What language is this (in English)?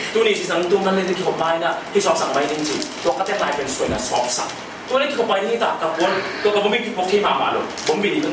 Tedim Chin